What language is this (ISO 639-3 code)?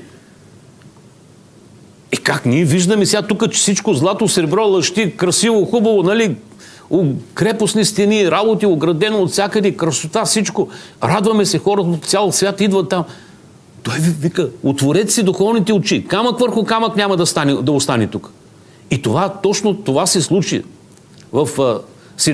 bul